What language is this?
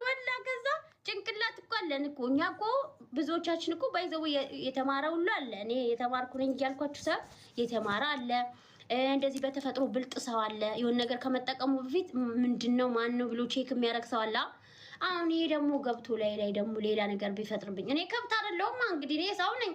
Amharic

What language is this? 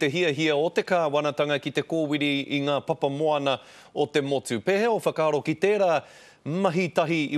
Māori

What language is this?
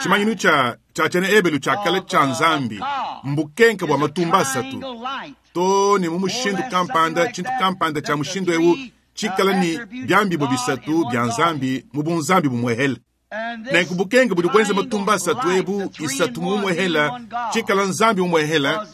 Luba-Lulua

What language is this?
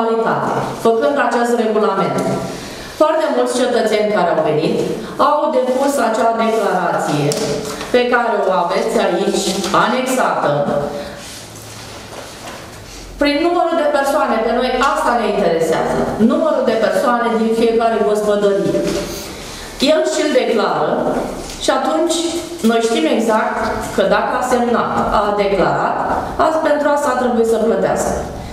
Romanian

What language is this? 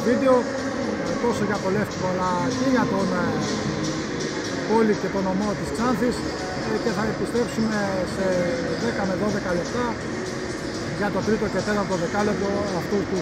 Greek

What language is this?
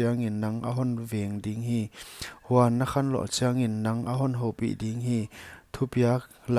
Paite Chin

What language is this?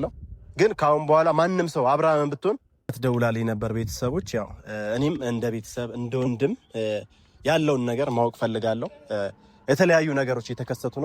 Amharic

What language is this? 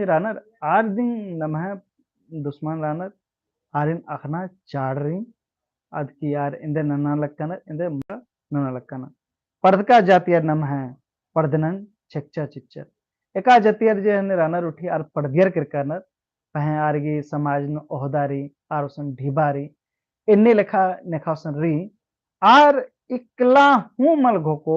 Kurukh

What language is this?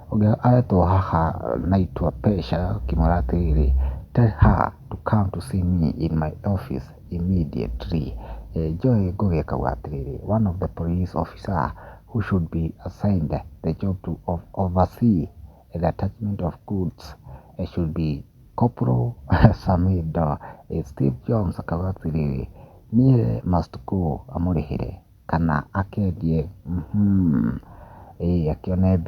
Kikuyu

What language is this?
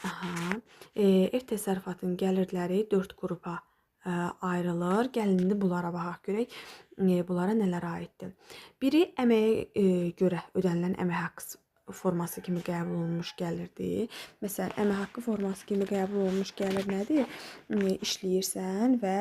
Azerbaijani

